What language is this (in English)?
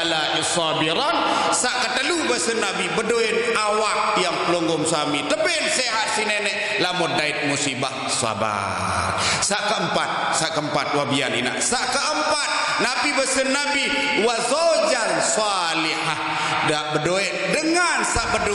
Sasak